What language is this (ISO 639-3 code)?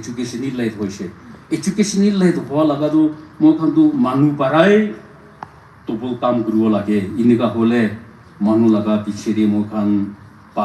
nag